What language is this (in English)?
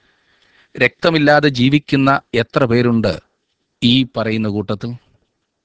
Malayalam